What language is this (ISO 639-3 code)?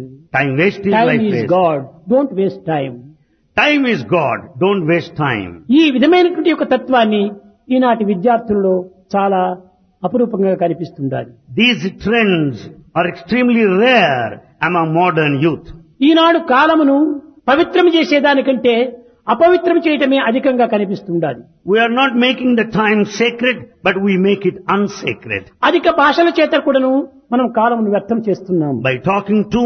tel